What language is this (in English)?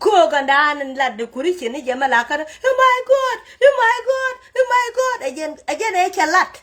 Nuer